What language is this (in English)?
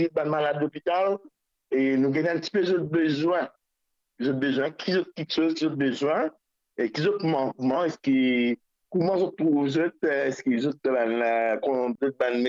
Morisyen